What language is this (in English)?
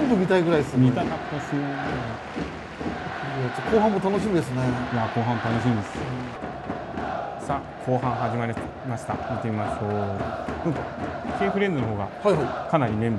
Japanese